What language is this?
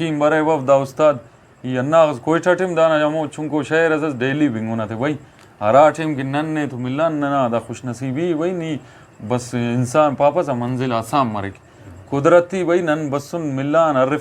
Brahui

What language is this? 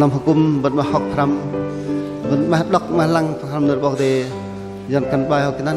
Bahnar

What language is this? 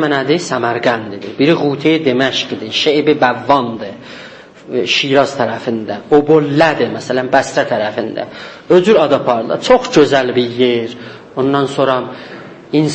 South Azerbaijani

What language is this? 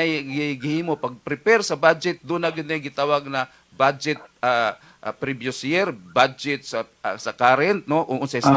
Cebuano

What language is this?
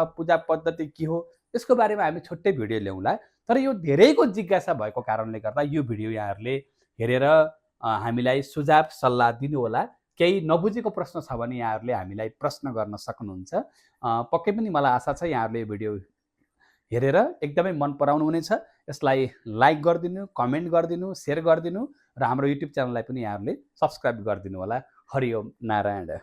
Nepali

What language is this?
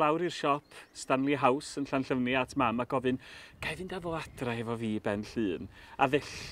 Welsh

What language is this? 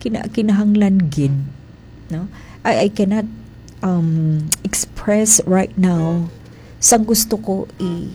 Hiligaynon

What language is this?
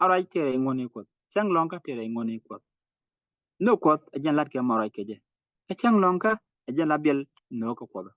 Nuer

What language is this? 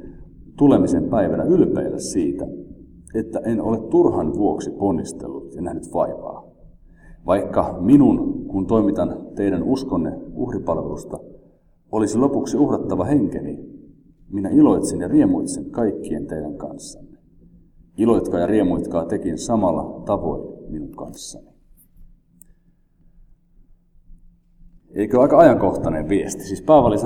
Finnish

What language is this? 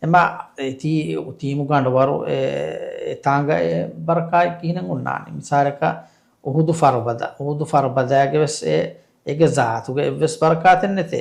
Divehi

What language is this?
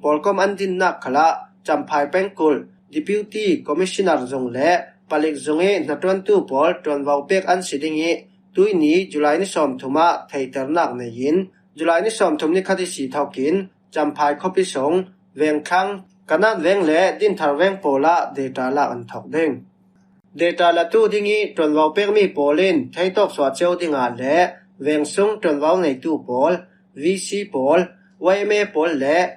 Falam Chin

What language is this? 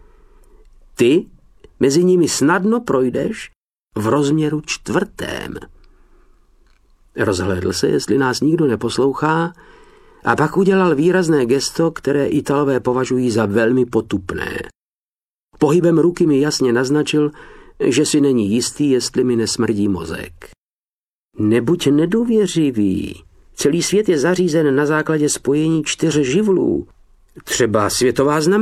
Czech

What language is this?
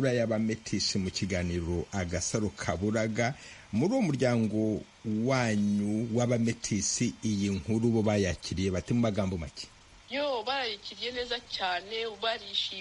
Kinyarwanda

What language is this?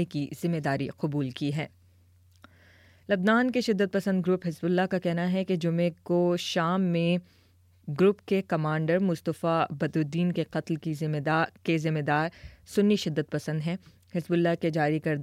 Urdu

